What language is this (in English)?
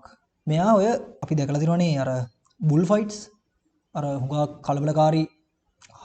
Sinhala